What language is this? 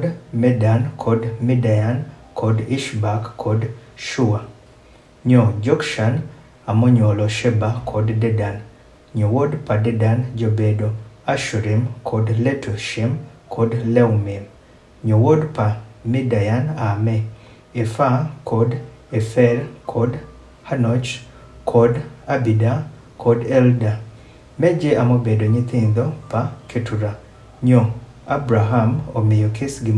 Adhola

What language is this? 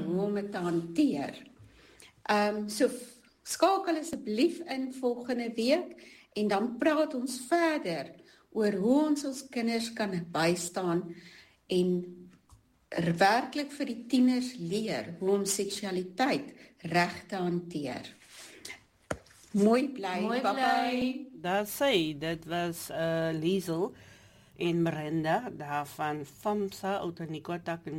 Afrikaans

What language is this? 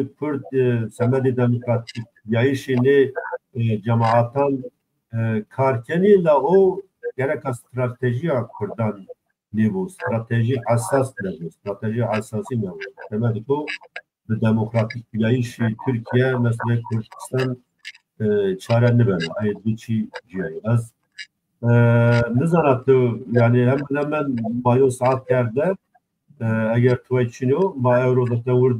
Zaza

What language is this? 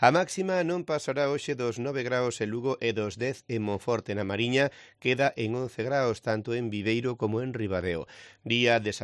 Galician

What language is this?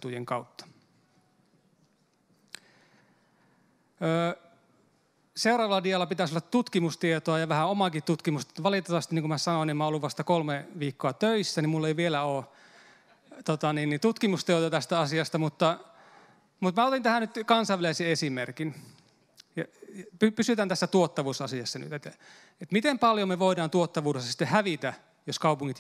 Finnish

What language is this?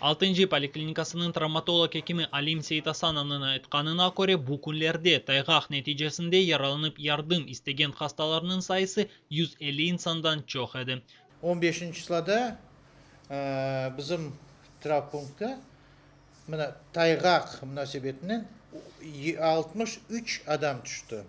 Crimean Tatar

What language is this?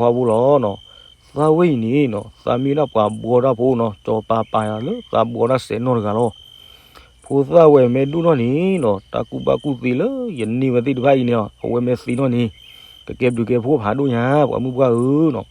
S'gaw Karen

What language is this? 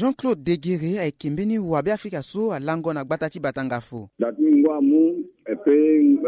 Sango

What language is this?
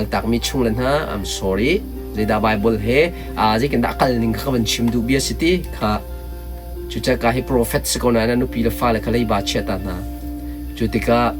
Hakha Chin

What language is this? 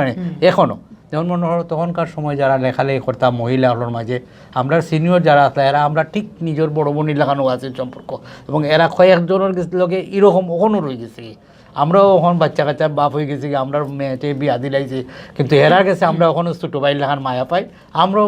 Sylheti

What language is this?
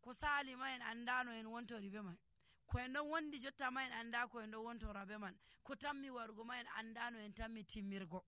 Nigerian Fulfulde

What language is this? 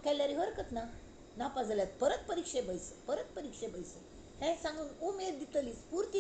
Konkani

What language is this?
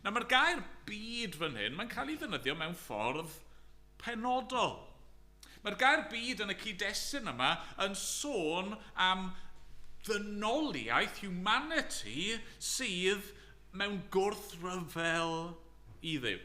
Welsh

